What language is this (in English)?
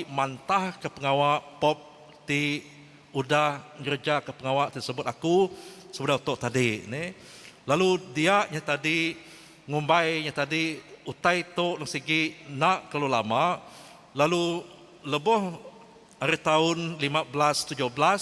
Iban